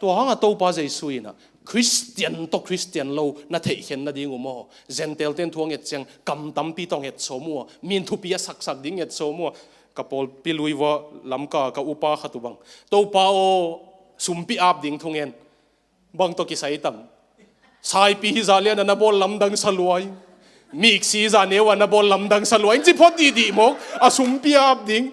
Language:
Tedim Chin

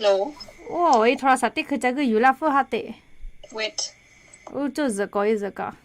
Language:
Lahu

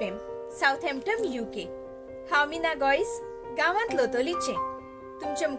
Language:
Konkani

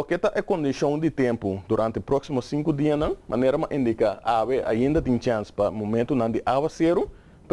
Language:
Papiamento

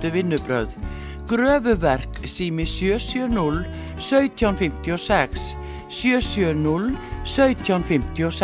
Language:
Icelandic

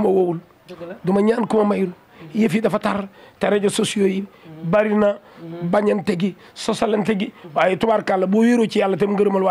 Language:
Wolof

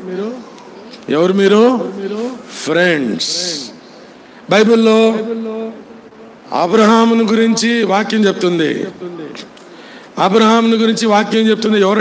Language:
Telugu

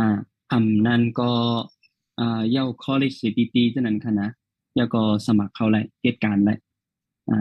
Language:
Shan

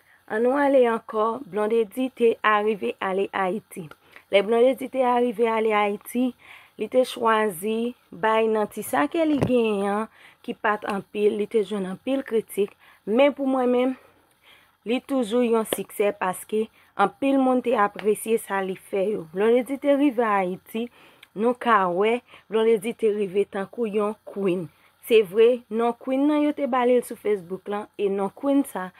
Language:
Haitian Creole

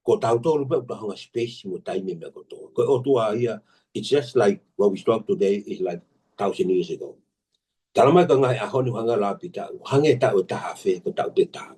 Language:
Tongan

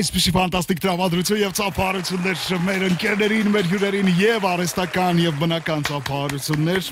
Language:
Armenian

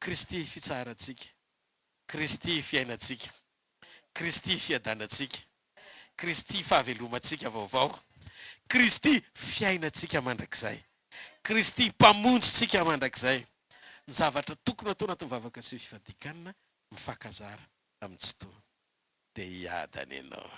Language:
Malagasy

